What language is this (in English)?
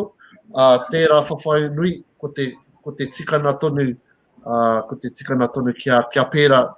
Māori